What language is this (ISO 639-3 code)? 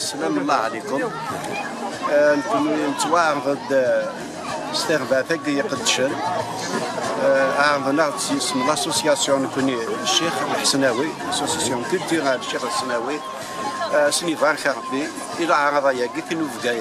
kab